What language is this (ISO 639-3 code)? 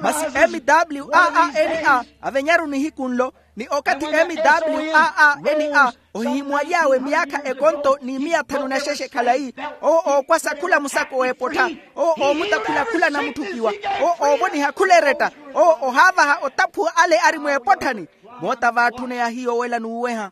vmw